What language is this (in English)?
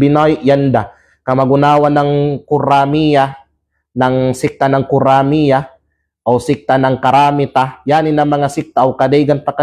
Kalagan